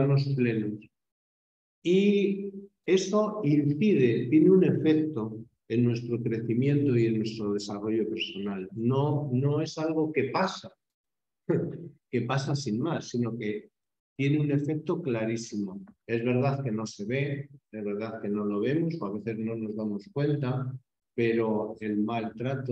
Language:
Spanish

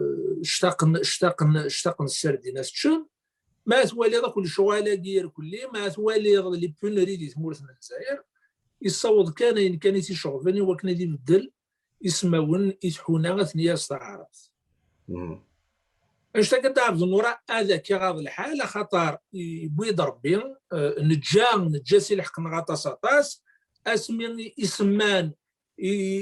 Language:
Kabyle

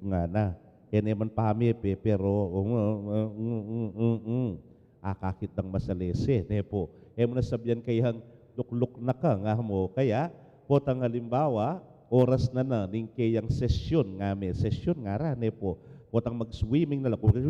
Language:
Pampanga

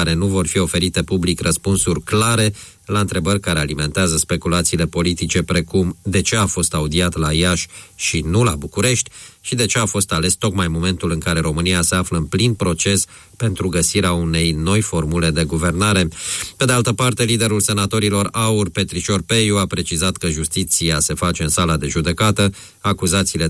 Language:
Romanian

